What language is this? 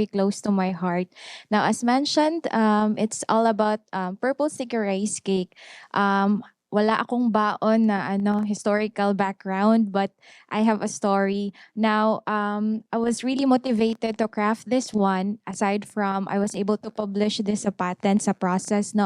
Cebuano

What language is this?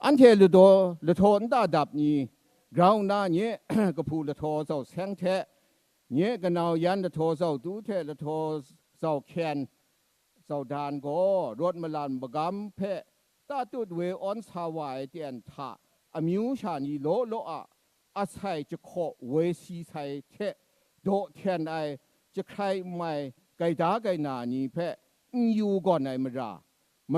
Kachin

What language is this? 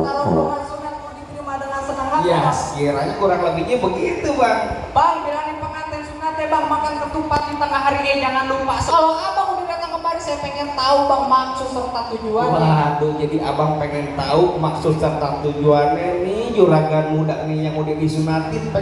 Betawi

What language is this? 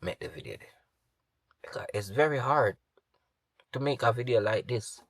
Jamaican Creole English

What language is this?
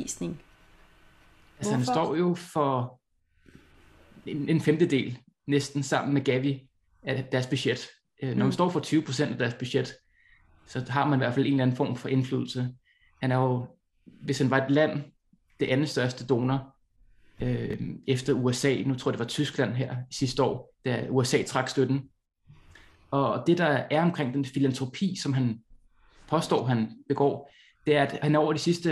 Danish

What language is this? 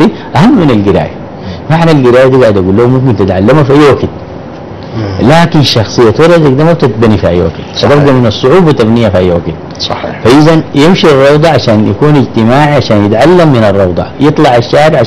Sudanese Arabic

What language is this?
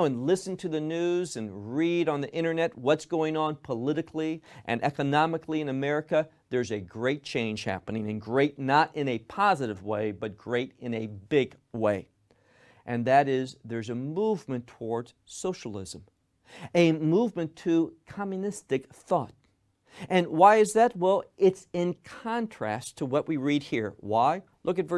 English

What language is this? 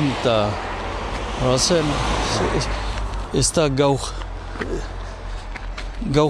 Basque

